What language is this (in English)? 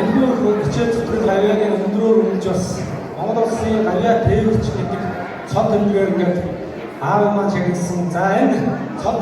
Mongolian